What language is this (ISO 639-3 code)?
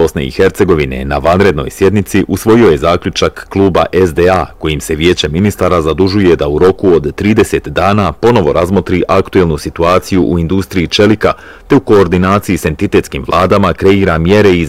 bos